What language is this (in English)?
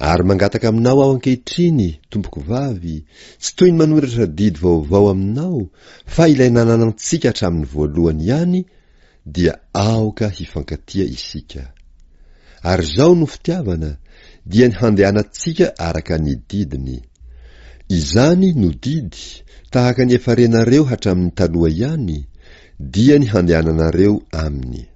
Malagasy